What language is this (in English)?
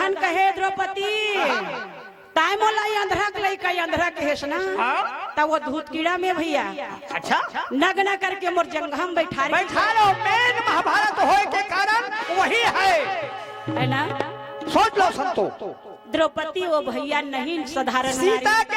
Chhattisgarhi